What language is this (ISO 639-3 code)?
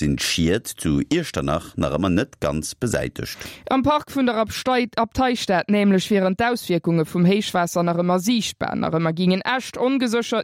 ltz